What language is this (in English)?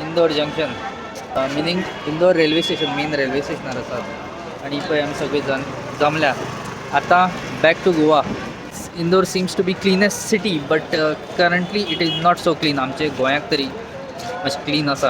Konkani